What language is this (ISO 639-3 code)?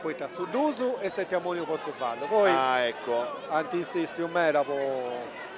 srd